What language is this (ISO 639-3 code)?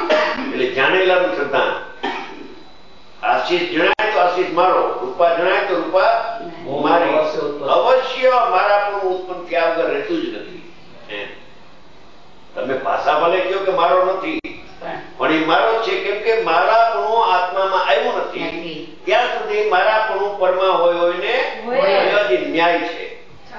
guj